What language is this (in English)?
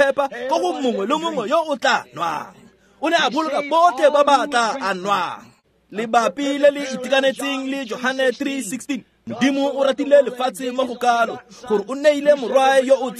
Tswana